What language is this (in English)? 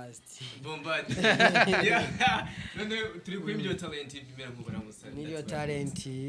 Rundi